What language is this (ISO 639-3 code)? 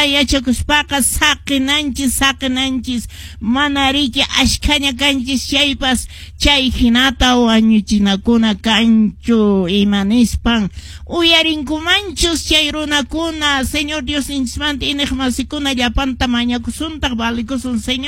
que